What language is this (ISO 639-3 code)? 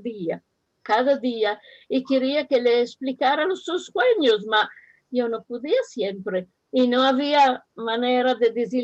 lad